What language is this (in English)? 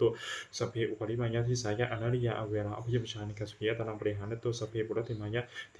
Pali